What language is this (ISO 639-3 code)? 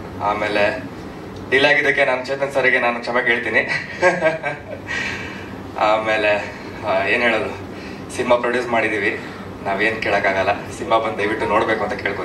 kan